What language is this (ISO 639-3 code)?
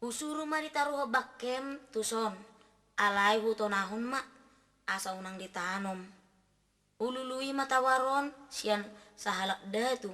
bbc